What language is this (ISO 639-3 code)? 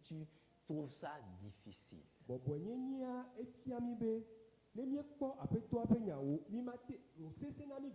ewe